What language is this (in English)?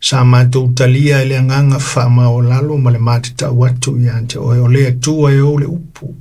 Samoan